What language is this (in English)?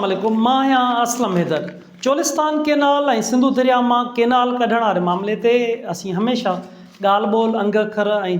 Sindhi